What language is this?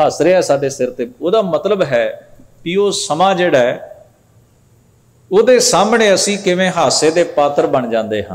Punjabi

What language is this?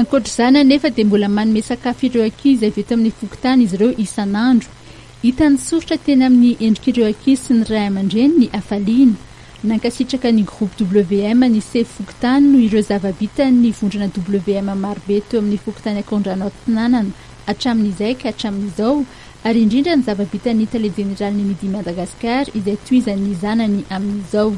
Malagasy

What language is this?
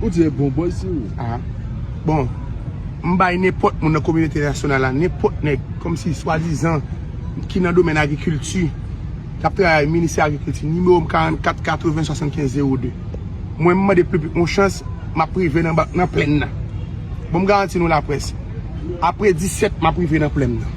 Haitian Creole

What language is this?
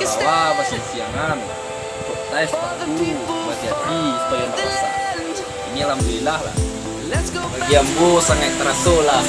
Minangkabau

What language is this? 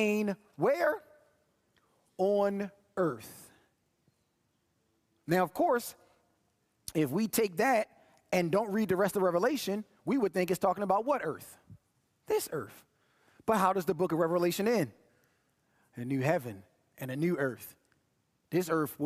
English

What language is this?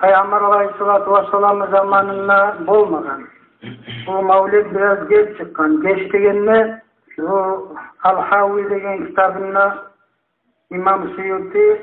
Kumyk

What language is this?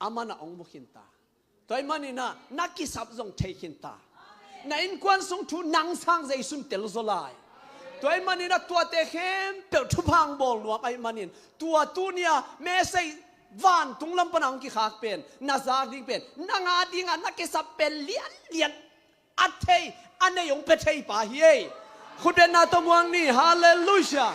Tedim Chin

